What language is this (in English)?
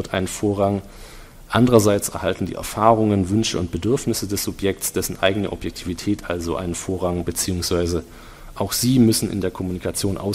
German